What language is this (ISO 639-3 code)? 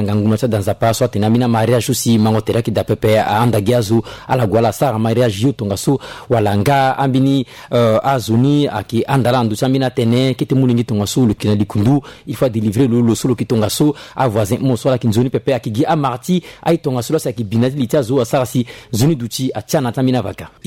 sag